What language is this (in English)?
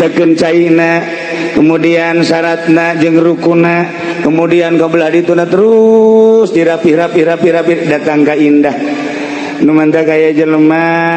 Sundanese